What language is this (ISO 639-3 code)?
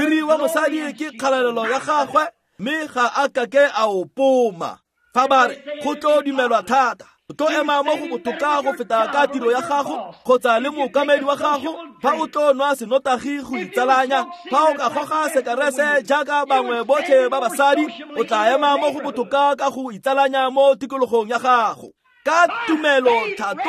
tsn